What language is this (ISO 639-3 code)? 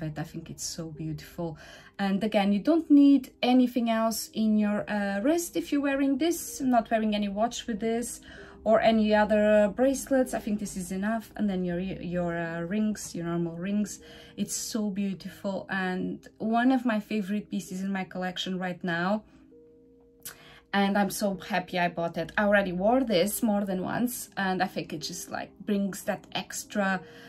eng